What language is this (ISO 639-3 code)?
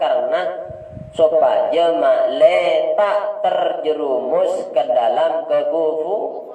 mad